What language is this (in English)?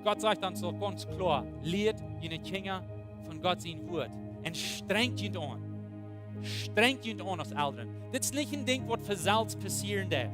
Plautdietsch